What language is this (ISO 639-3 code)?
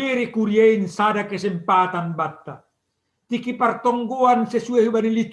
bts